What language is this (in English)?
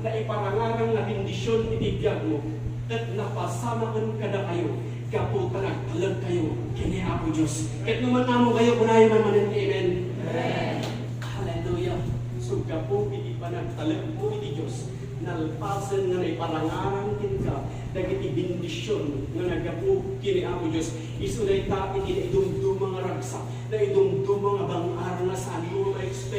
Iloko